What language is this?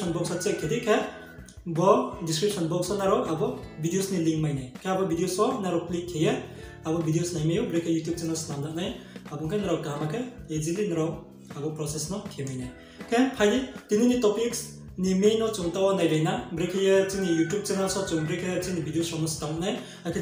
Riang (India)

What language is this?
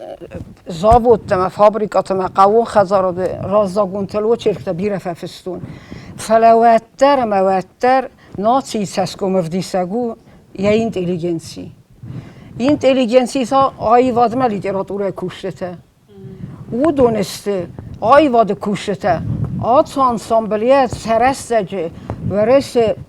Ossetic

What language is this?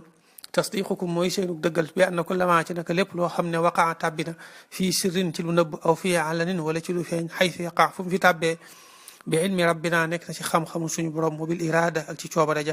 Wolof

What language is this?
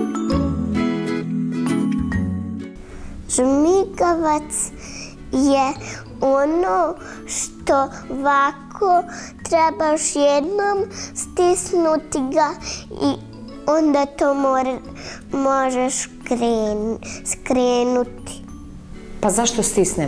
Bosnian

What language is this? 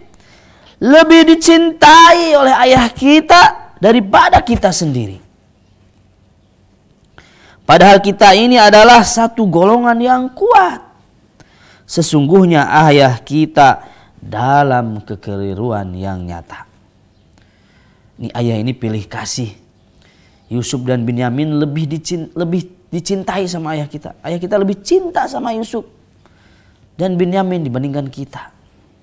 Indonesian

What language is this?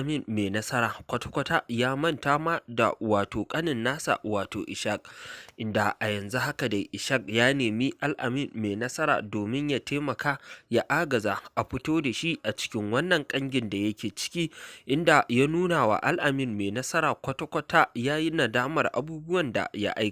Hausa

